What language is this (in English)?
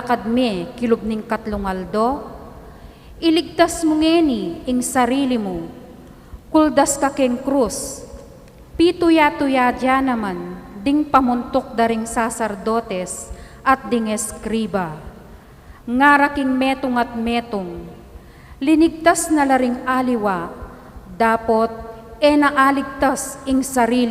Pampanga